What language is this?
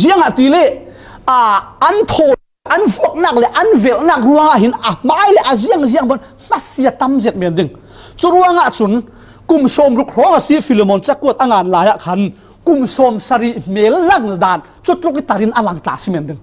Falam Chin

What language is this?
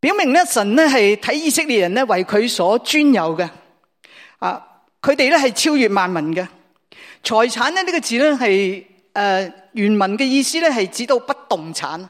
Cantonese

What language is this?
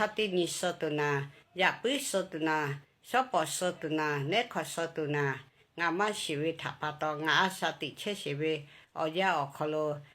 Lahu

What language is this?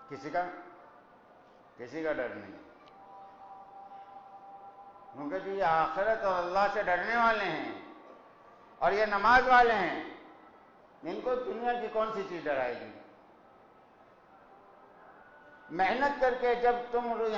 Urdu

